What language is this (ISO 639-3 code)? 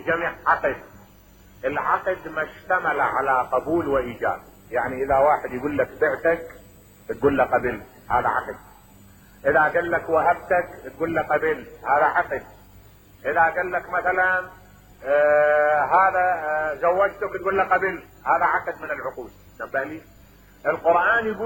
acm